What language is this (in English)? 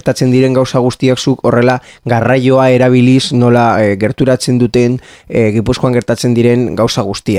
Basque